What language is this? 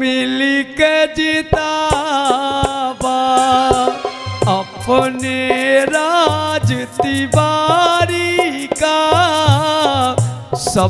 Bhojpuri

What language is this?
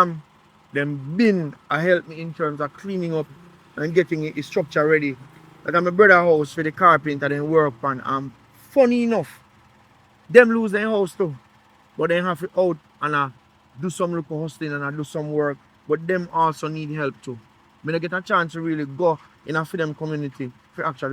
Jamaican Creole English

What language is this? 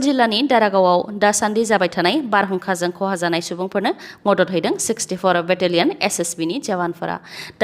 Bodo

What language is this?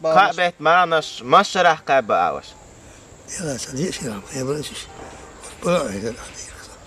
Chechen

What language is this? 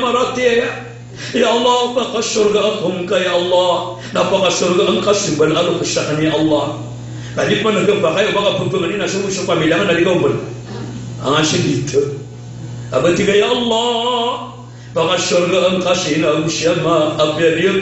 Maranao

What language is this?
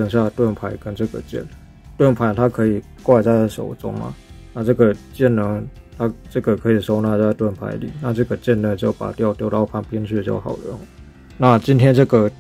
Chinese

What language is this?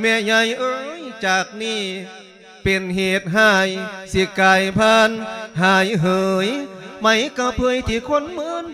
Lao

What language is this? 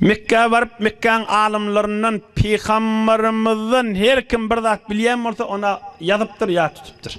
Turkmen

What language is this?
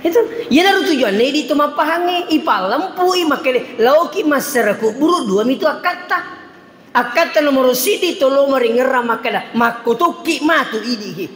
Buginese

